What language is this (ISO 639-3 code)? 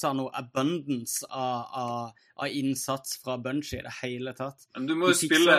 nor